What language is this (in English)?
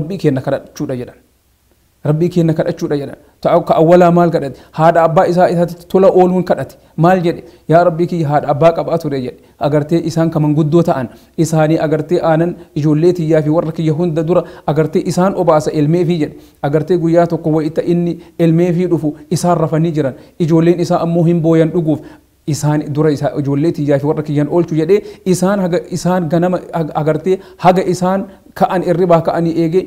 Oromo